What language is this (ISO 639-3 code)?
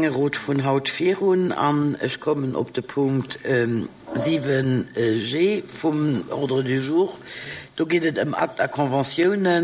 ltz